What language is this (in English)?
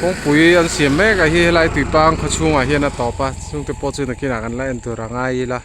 Mizo